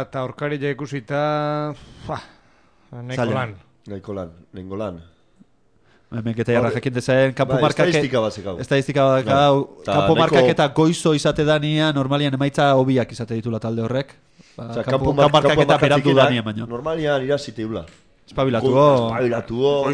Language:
Basque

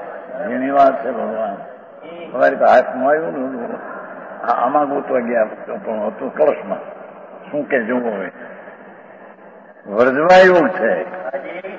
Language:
Gujarati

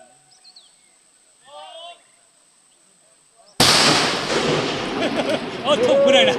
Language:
Lao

